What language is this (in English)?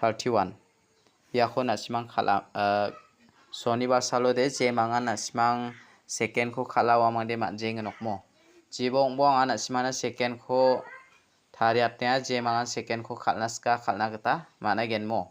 Garo